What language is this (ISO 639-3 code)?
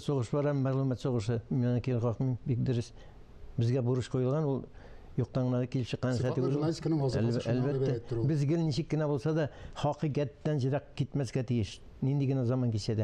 tat